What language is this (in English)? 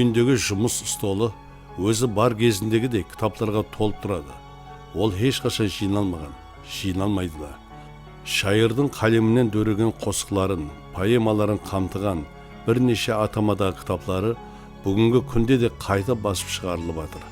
Kara-Kalpak